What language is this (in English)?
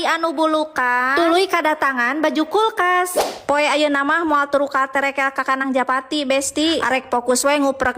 Sundanese